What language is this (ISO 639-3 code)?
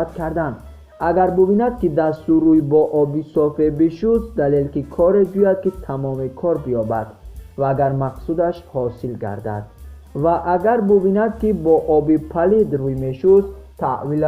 tgk